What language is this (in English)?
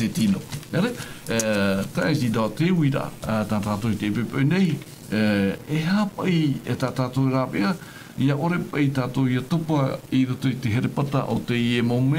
Tahitian